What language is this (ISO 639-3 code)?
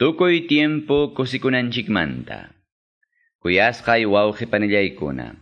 que